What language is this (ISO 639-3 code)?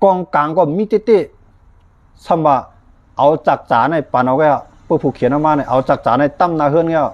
shn